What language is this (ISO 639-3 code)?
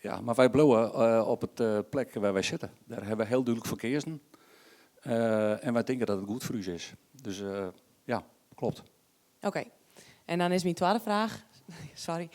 fry